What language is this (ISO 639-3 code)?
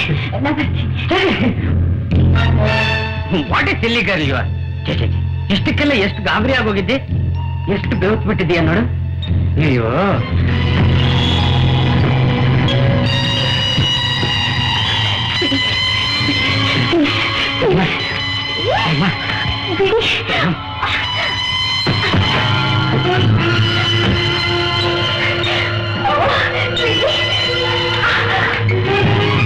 kan